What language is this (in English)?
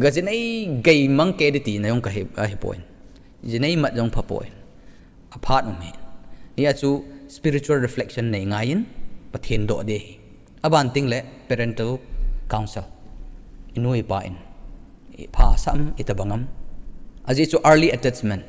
Thado Chin